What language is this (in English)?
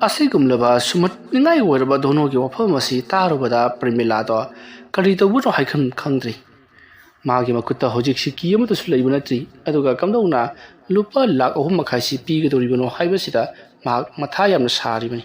Manipuri